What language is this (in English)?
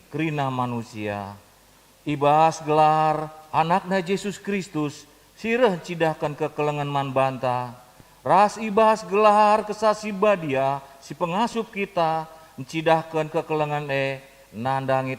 Batak Karo